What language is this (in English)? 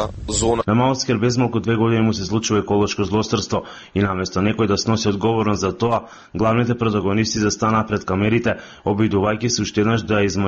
Macedonian